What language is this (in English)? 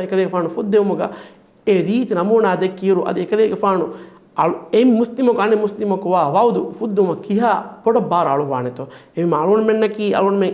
Divehi